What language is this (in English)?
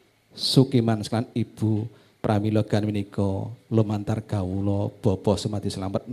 Javanese